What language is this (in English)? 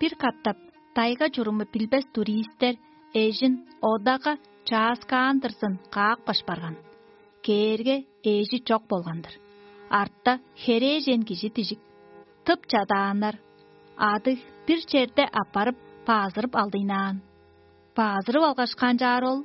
Tuvinian